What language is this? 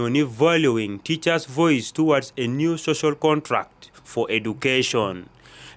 Acoli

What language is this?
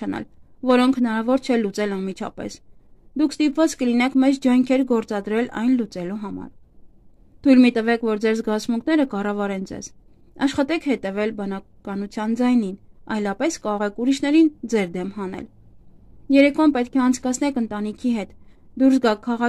Armenian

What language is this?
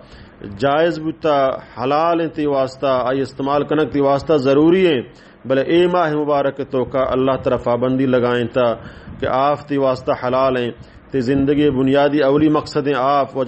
Baluchi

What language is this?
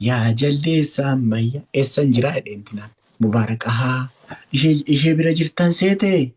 Oromo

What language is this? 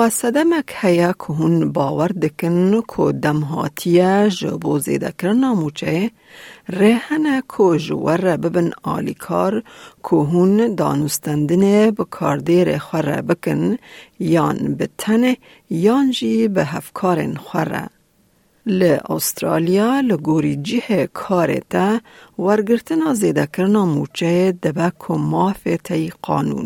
Kurdish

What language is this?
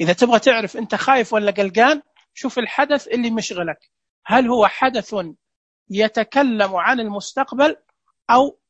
Najdi Arabic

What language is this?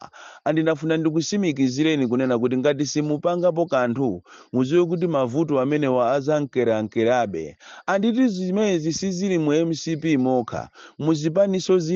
Nyanja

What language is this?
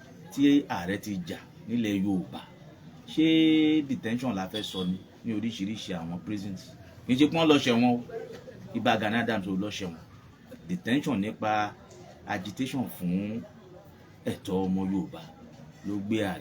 Yoruba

